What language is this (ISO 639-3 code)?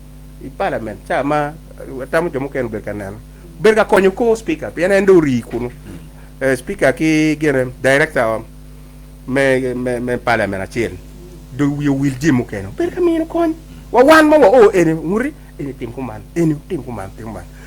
ach